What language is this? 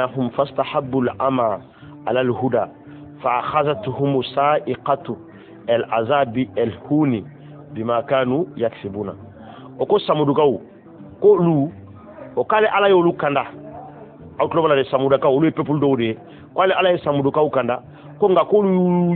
Bambara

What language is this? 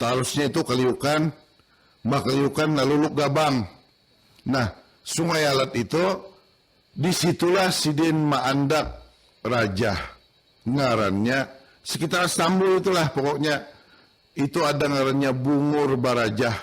Banjar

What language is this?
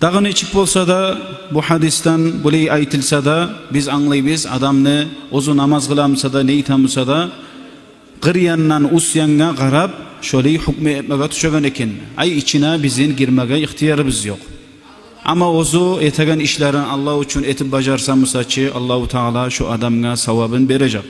Kumyk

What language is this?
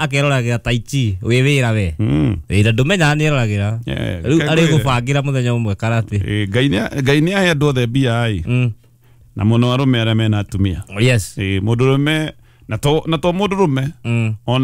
Kikuyu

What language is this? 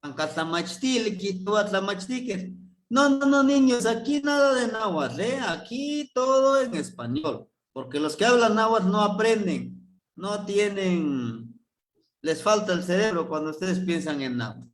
Eastern Huasteca Nahuatl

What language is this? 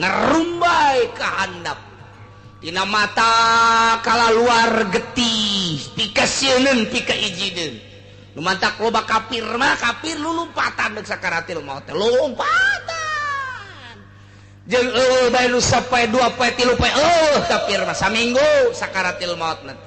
Sundanese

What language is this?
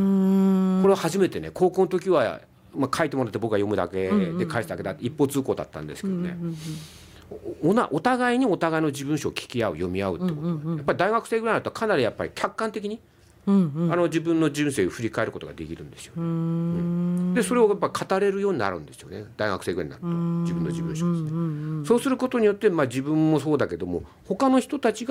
Japanese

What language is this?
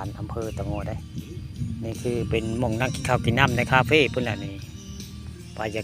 Northeastern Thai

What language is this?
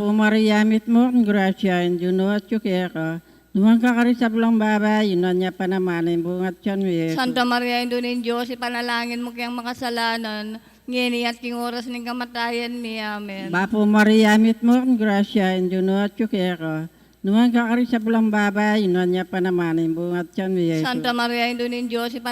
Pampanga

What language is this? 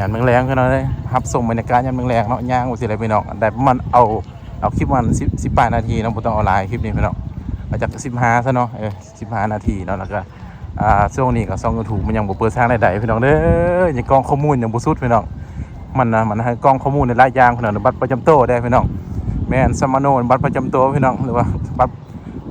Lao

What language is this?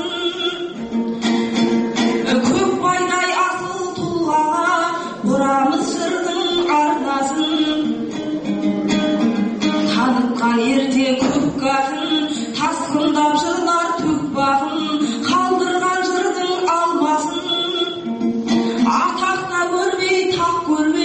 Kazakh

